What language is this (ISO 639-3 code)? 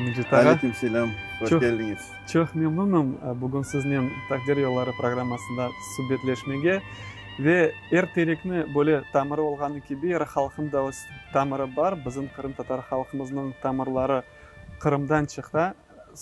crh